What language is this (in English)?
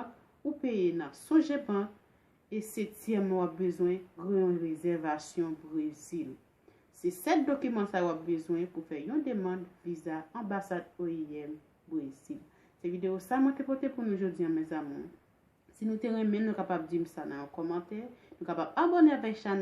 Haitian Creole